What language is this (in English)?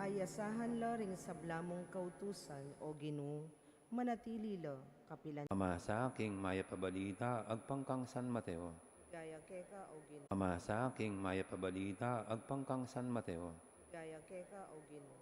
Pampanga